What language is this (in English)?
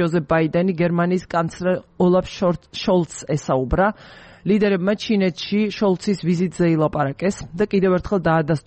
Georgian